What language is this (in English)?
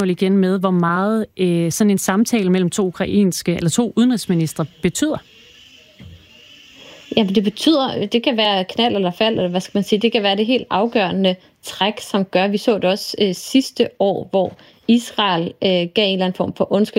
Danish